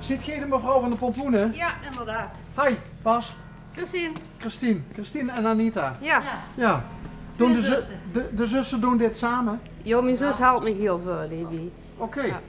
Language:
Limburgish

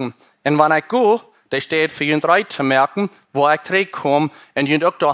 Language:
Plautdietsch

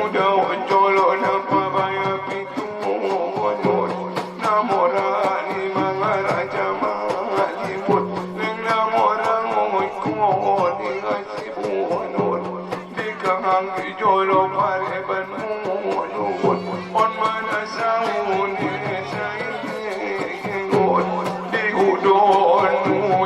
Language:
Batak Angkola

